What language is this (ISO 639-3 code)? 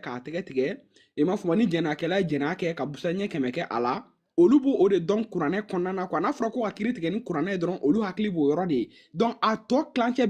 bam